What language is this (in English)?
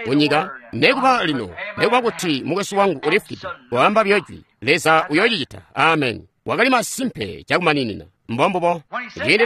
Tonga (Zambia)